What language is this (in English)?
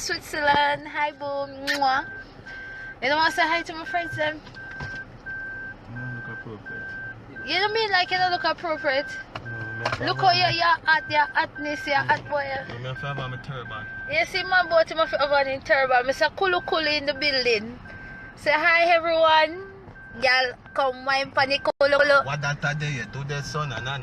Jamaican Creole English